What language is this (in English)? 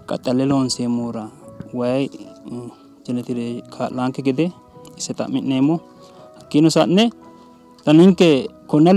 Sidamo